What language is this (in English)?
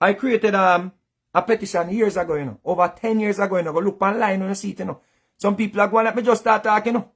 Jamaican Creole English